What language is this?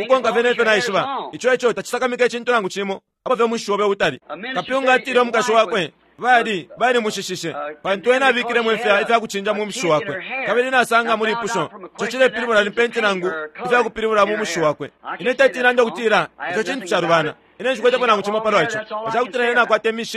Bemba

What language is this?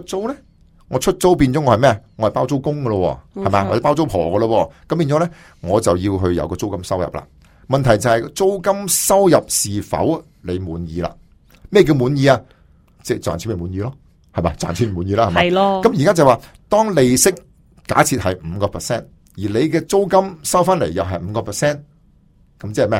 Cantonese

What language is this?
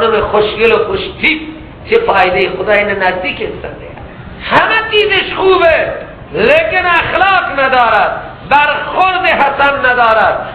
Persian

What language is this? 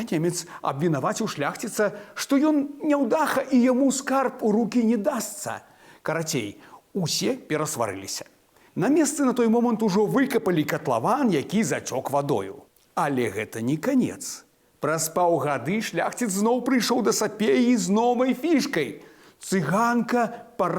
Belarusian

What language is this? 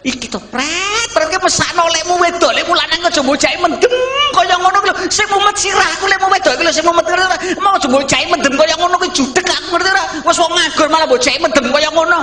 Javanese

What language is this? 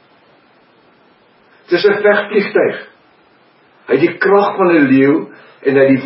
Afrikaans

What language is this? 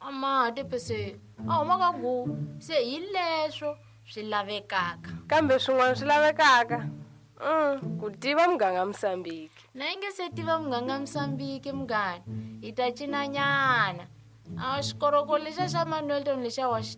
Tsonga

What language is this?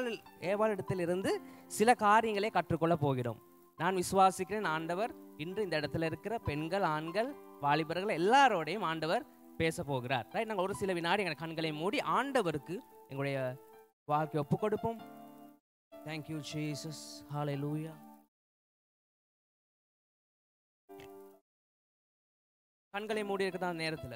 Tamil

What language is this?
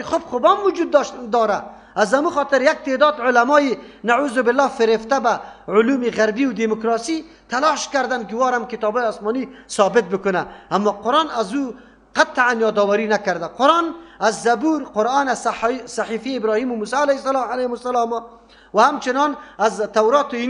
Persian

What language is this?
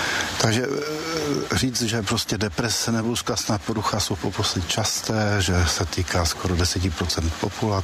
Czech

